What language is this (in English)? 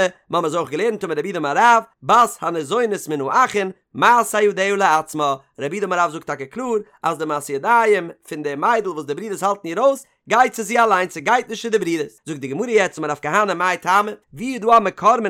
Yiddish